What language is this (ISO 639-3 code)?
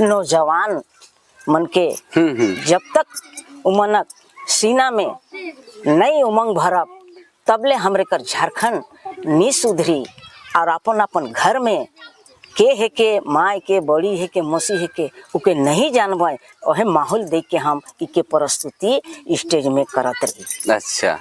sck